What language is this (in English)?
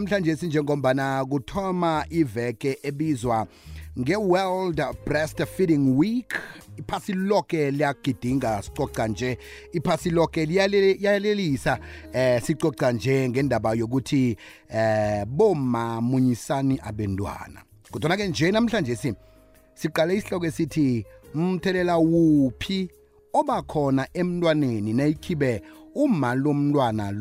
South Ndebele